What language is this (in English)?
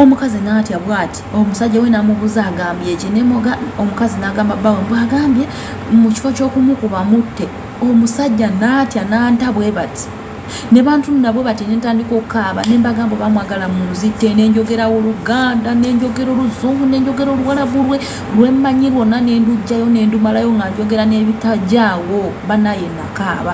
Ganda